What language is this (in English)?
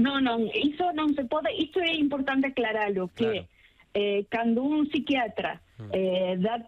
Galician